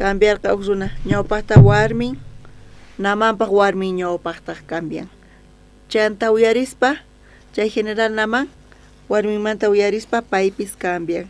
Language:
South Bolivian Quechua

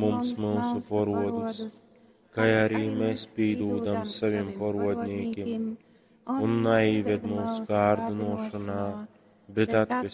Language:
Latgalian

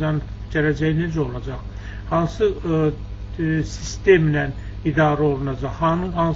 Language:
Azerbaijani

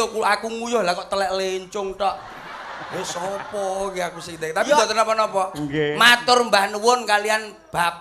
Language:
Javanese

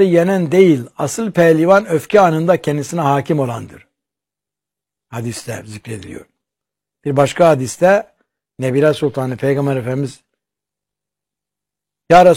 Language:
Turkish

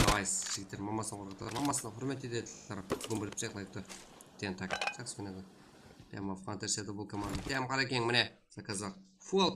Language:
Kara-Kalpak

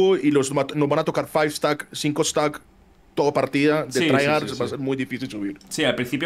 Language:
Spanish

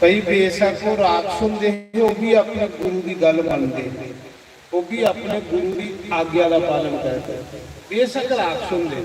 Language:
Dogri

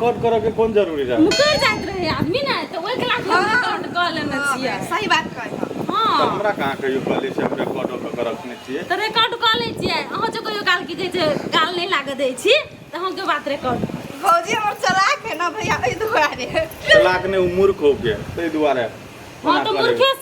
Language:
Maithili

